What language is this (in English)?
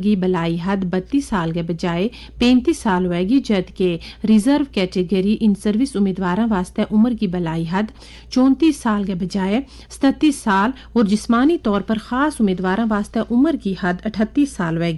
Gujari